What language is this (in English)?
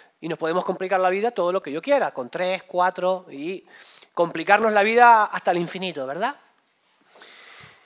Spanish